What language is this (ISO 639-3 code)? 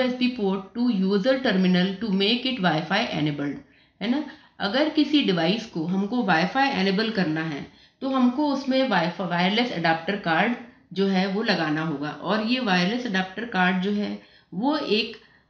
hin